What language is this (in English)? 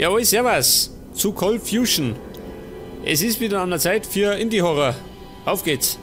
Bavarian